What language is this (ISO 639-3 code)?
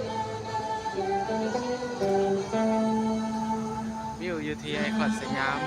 lao